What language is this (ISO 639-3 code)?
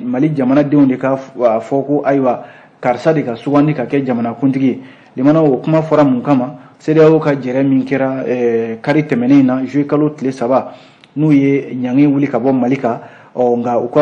bam